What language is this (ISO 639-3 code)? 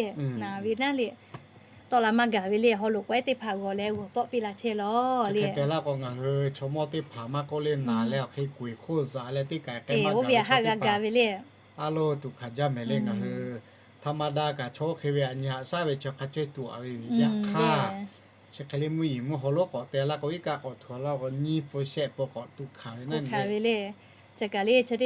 lhu